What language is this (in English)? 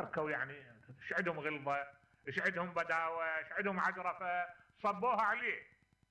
Mesopotamian Arabic